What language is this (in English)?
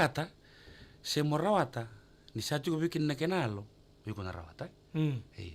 Fijian